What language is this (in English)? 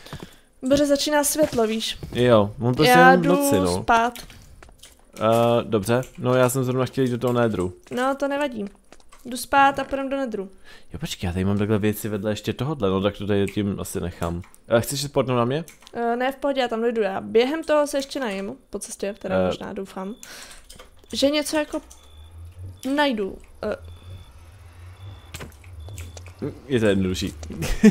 Czech